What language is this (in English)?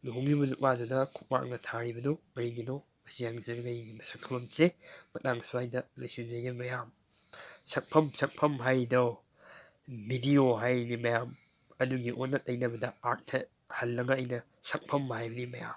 Manipuri